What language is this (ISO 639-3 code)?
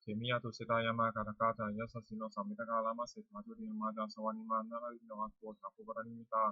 pli